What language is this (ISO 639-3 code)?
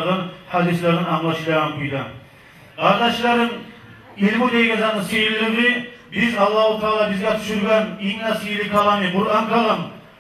kum